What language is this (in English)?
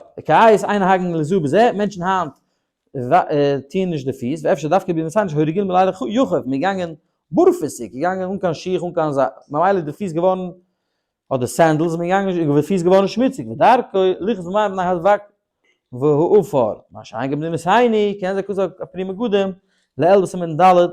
Yiddish